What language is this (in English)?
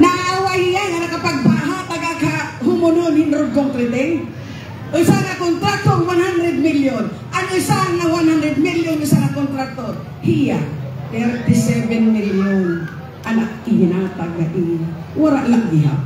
Waray